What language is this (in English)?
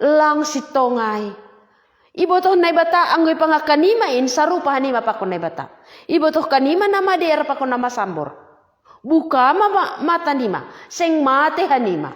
Batak Simalungun